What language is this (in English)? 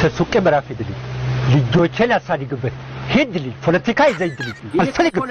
Amharic